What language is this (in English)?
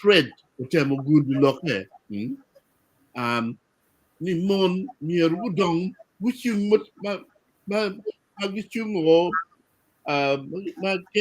Acoli